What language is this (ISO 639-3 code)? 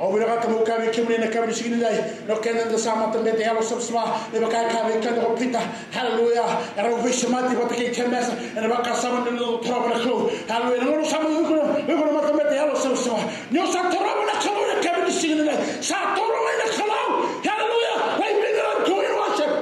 fij